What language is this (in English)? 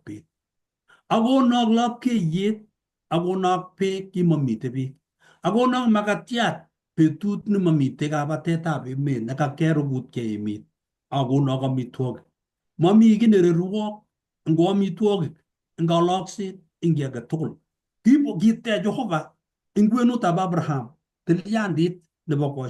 Kalenjin